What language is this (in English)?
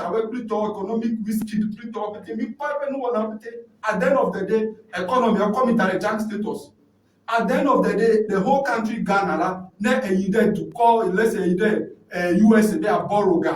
Ewe